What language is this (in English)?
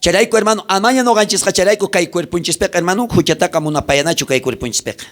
South Bolivian Quechua